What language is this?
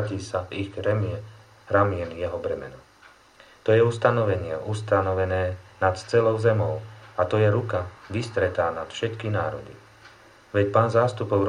Slovak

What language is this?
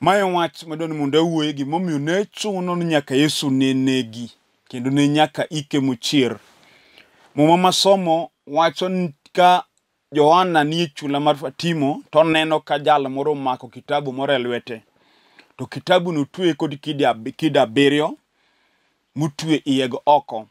Luo (Kenya and Tanzania)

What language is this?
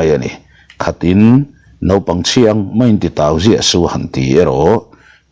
Mizo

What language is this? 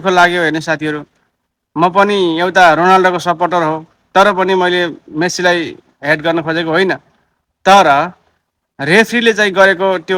Nepali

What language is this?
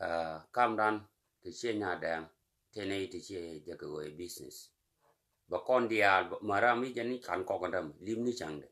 Nuer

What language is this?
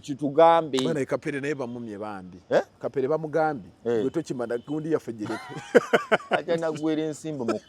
Ganda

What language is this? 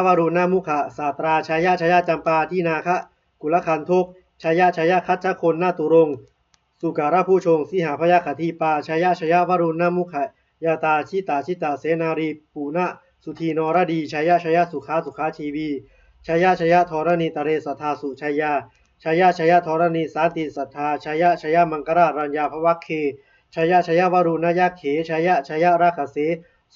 Pali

